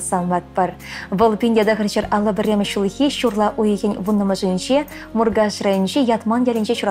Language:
Chuvash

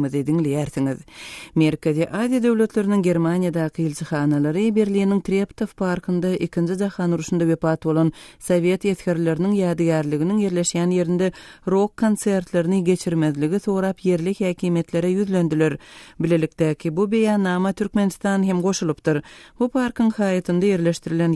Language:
Turkmen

